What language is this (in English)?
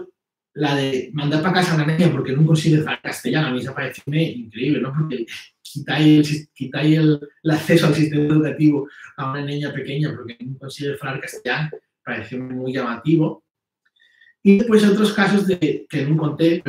Asturian